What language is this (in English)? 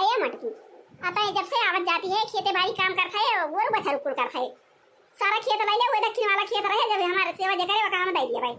Awadhi